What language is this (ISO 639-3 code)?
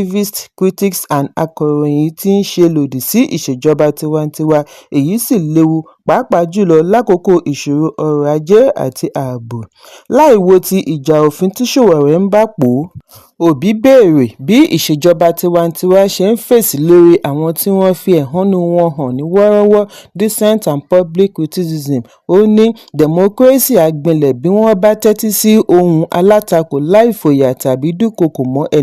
yor